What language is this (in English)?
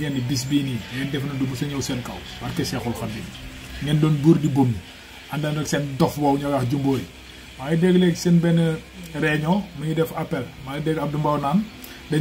Wolof